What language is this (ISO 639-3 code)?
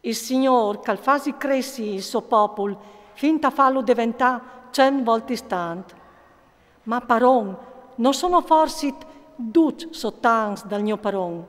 fur